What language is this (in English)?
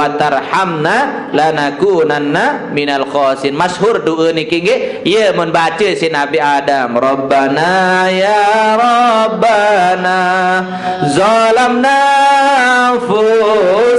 Sasak